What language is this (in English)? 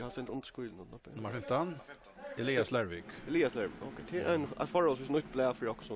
Faroese